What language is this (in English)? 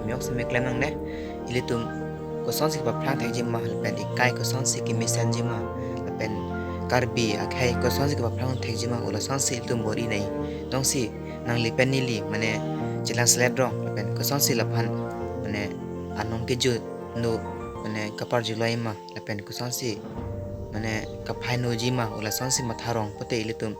Karbi